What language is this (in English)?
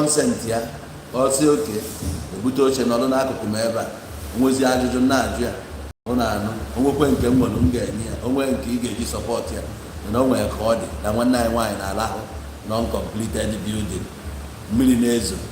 Igbo